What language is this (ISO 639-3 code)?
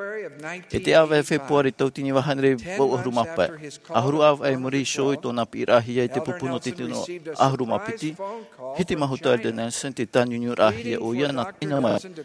tah